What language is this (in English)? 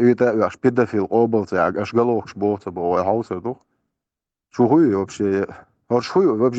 Chechen